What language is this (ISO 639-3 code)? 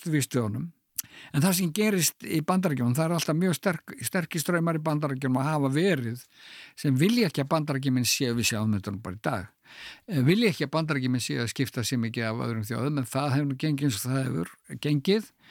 isl